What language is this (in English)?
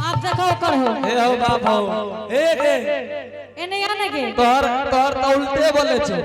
Angika